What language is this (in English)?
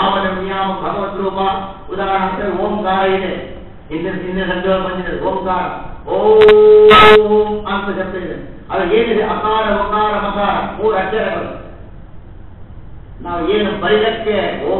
Kannada